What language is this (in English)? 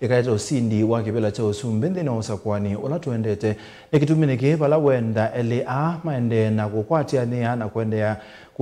Kamba